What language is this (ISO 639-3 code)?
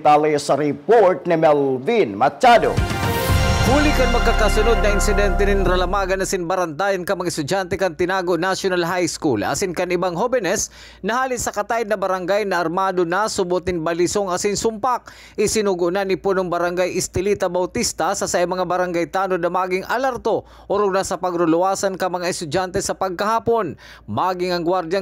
bik